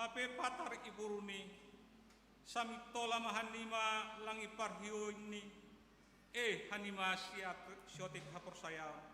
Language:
Batak Simalungun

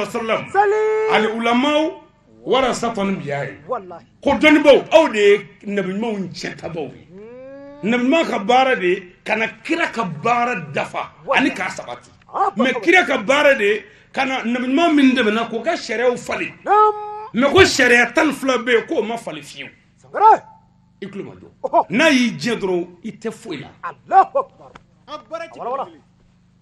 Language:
Bambara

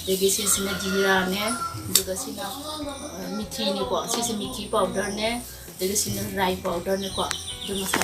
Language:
Manipuri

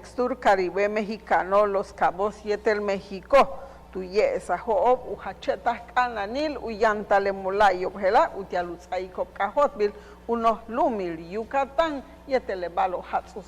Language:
Yucateco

